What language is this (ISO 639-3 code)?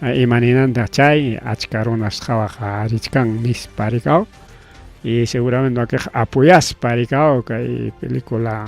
quy